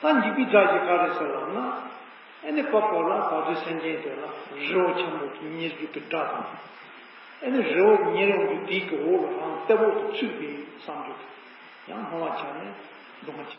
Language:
Tibetan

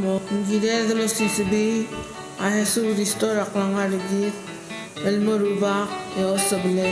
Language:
Palauan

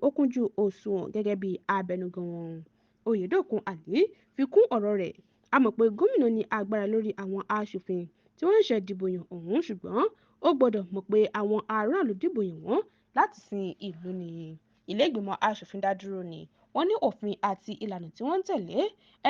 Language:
Yoruba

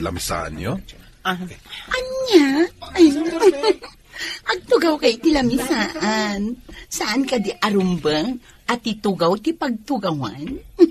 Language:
Iloko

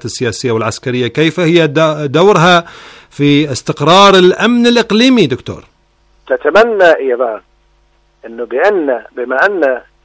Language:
Arabic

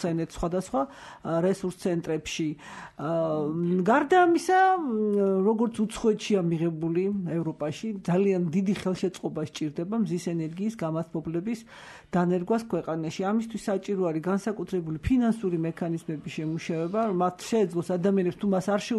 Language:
Georgian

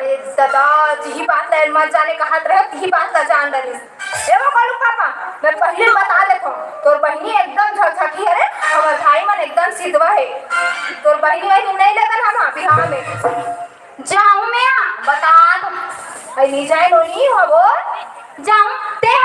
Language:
Chhattisgarhi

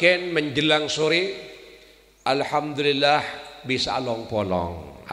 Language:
Madurese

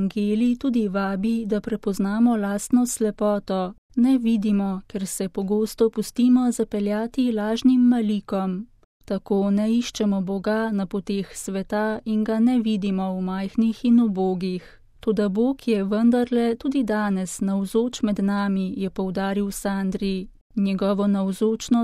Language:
Slovenian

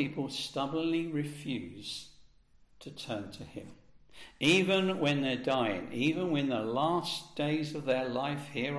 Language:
English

